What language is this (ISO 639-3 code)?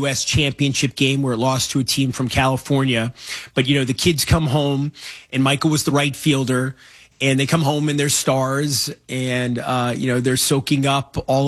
eng